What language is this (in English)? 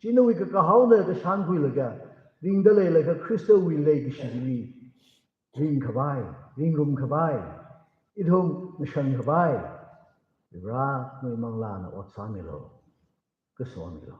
Tangkhul Naga (India)